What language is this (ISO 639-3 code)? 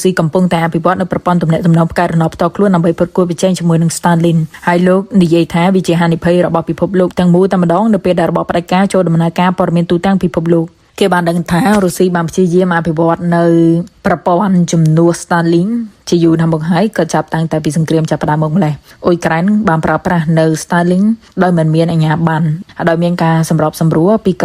khm